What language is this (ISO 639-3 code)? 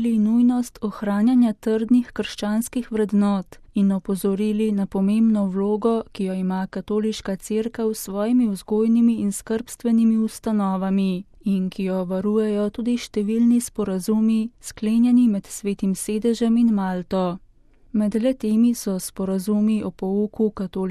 slv